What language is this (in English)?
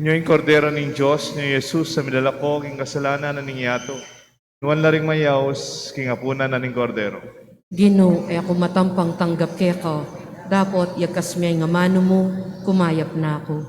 Pampanga